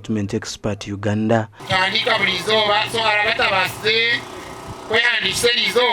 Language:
Nyankole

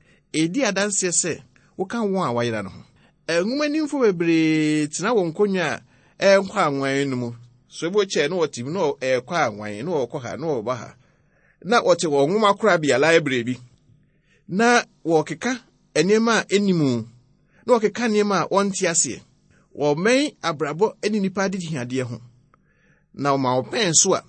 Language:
Akan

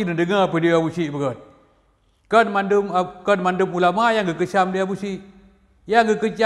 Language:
Achinese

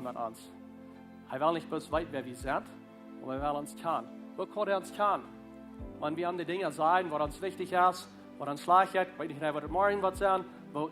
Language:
Plautdietsch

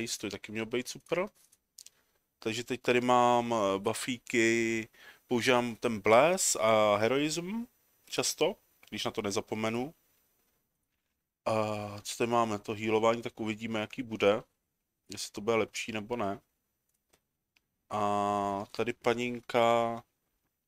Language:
Czech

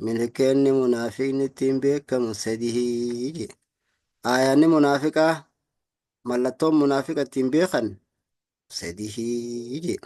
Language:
Oromo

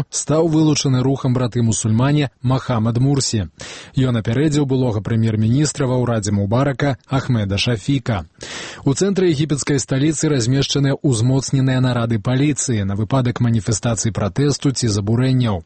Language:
Belarusian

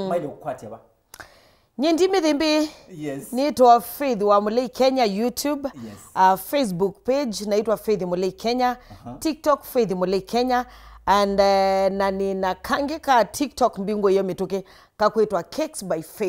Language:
Kamba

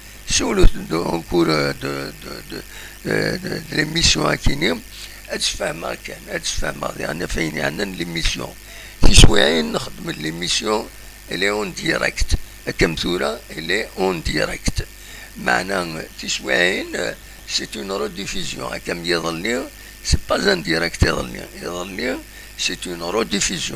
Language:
Kabyle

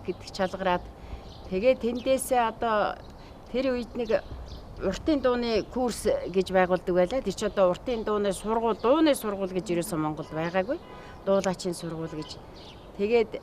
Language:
Mongolian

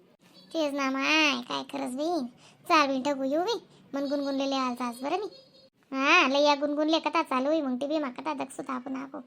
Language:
Khandesi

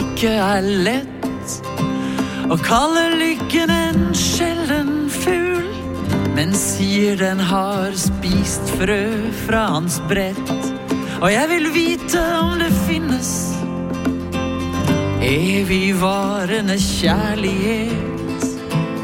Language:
Norwegian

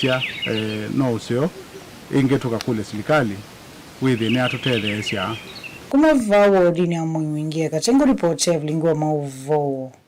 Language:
Kamba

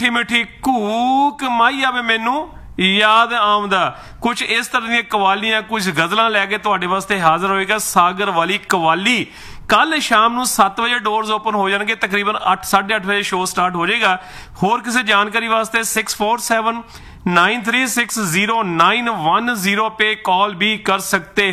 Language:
Punjabi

